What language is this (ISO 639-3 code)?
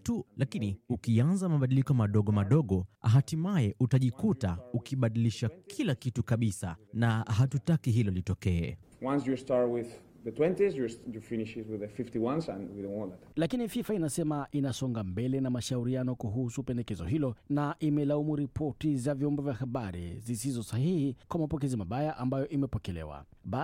swa